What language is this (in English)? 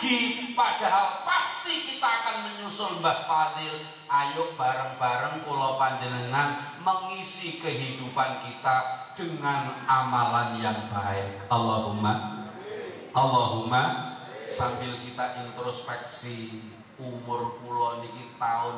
Javanese